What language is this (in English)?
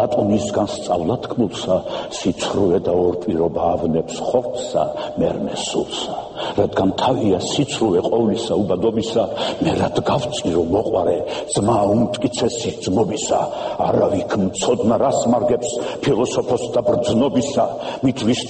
Georgian